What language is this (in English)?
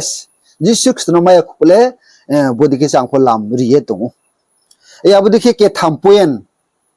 Riang (India)